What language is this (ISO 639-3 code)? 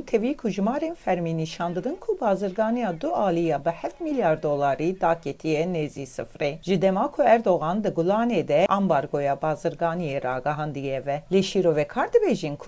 kur